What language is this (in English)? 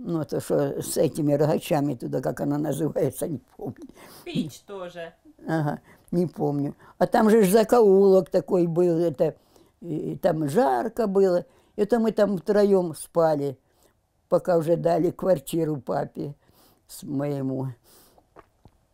Russian